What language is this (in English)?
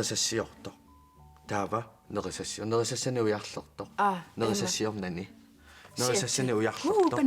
Kalaallisut